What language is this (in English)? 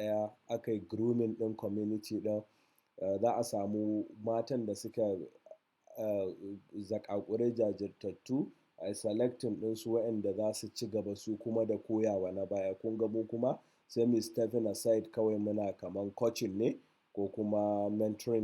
Hausa